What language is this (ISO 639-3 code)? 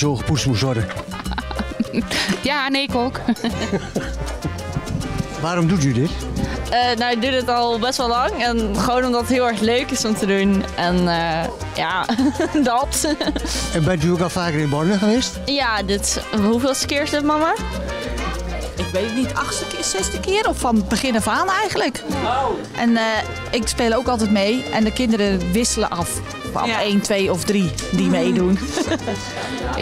nld